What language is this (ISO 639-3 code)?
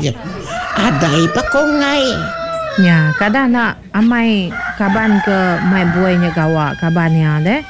iba